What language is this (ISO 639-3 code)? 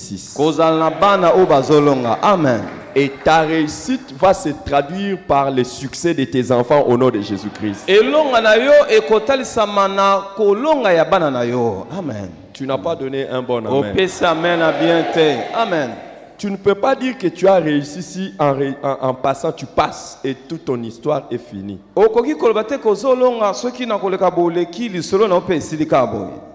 fra